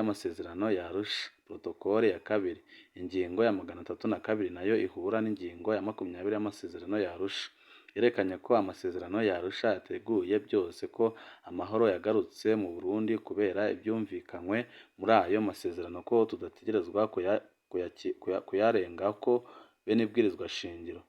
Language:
Rundi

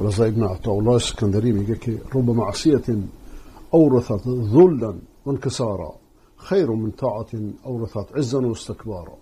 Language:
Persian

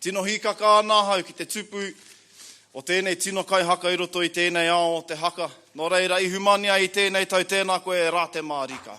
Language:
Māori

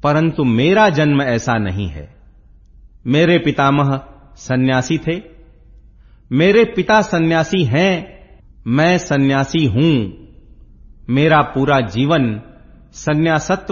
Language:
Hindi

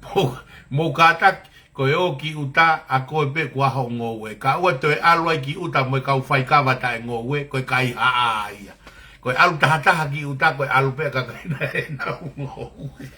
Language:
Tongan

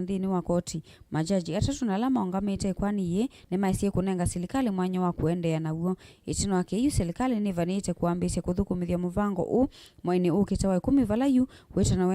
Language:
Kamba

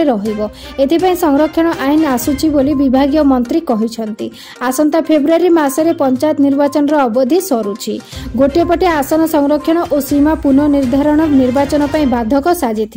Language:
Odia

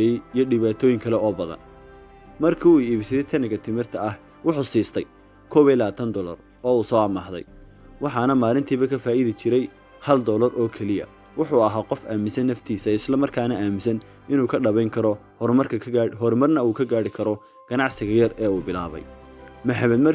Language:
Somali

